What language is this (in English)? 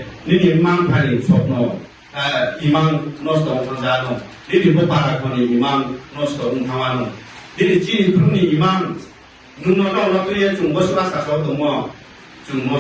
Riang (India)